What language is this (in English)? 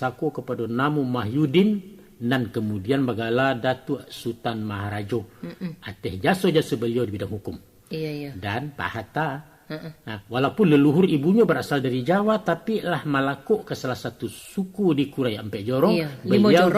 Minangkabau